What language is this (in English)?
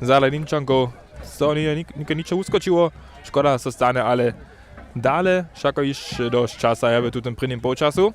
Upper Sorbian